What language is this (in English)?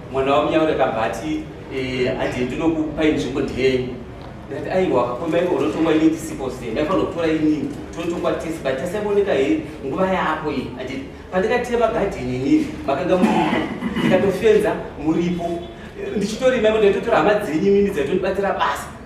Shona